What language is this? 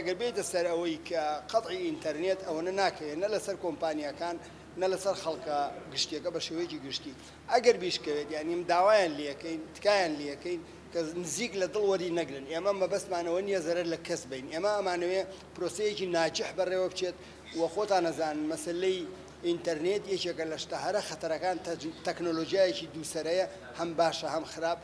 Central Kurdish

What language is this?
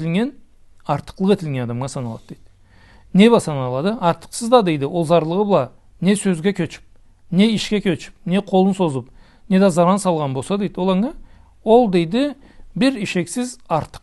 Karachay-Balkar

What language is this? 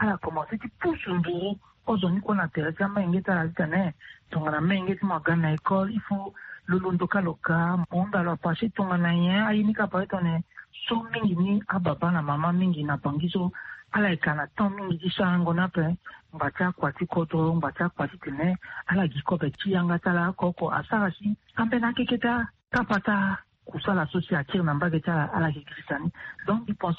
Sango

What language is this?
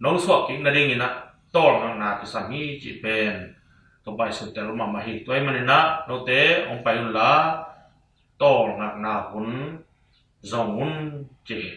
Tedim Chin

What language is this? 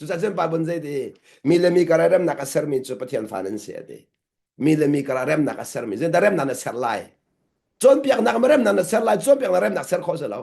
Hakha Chin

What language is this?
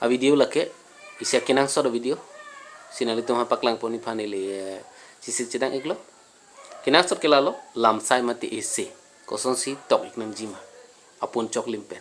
Karbi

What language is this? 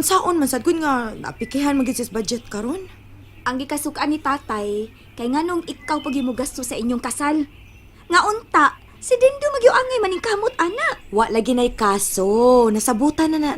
Cebuano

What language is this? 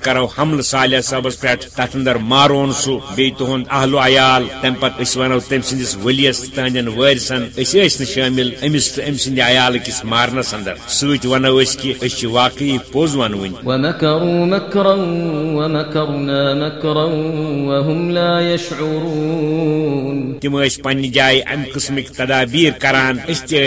Kashmiri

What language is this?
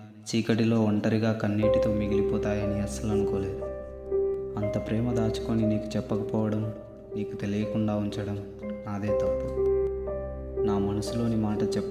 Telugu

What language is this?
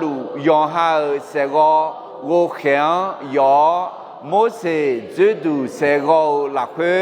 Akha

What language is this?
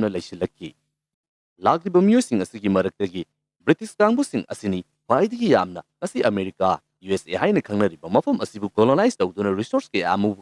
Manipuri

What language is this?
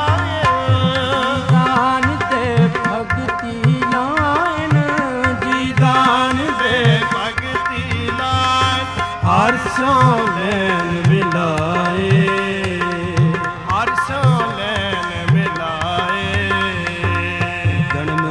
Punjabi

